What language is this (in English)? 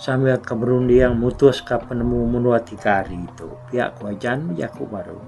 Iban